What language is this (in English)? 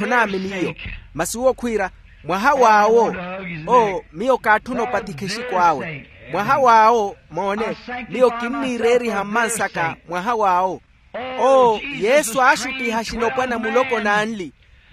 Makhuwa